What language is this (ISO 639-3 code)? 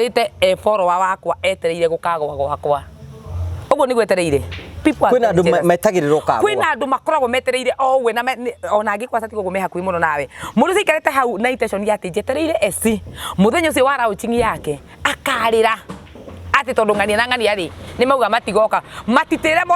kik